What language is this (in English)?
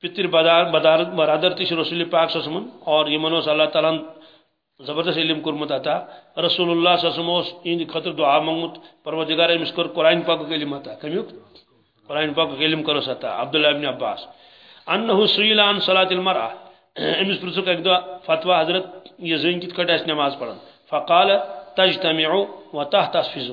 Kashmiri